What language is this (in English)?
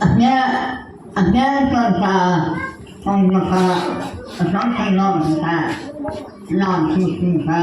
Mara Chin